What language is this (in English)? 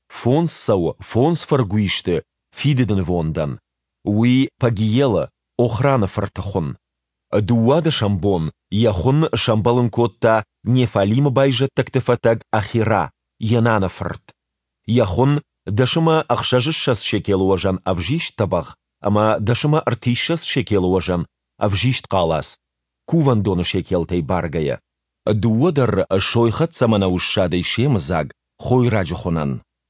Ossetic